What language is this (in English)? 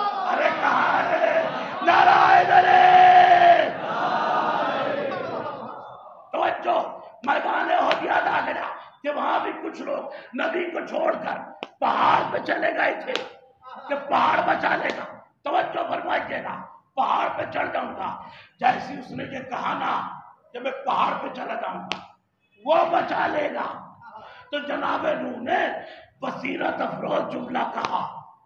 Urdu